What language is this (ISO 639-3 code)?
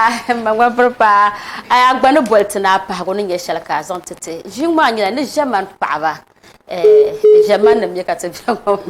dag